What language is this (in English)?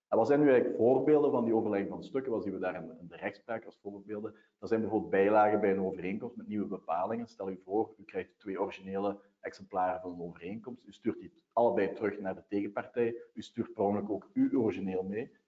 Dutch